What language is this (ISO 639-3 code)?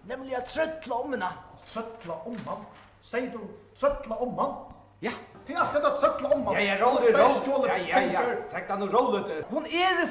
fao